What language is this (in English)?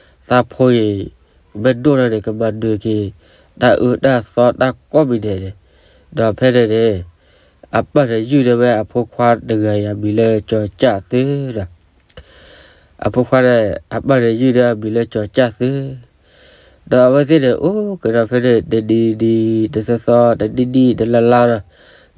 S'gaw Karen